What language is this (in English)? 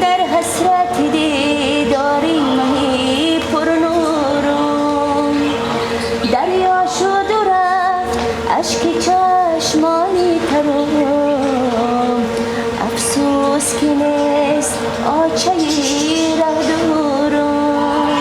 Tajik